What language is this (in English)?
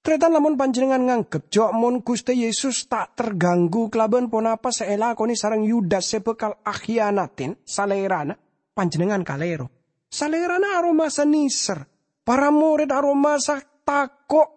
Madurese